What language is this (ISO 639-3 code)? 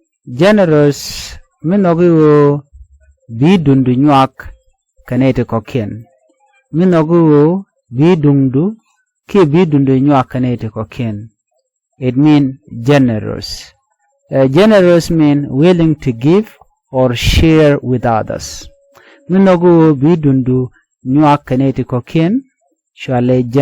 nus